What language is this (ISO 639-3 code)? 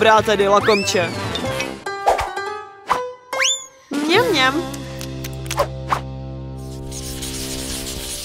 ces